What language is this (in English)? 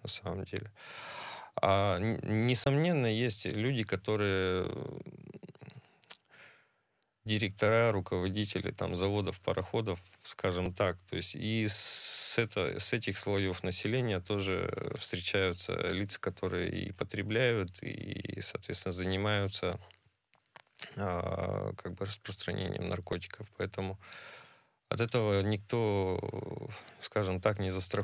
Russian